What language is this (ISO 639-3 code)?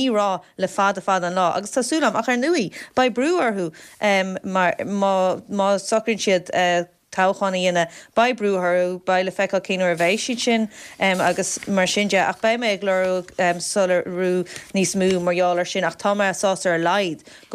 gle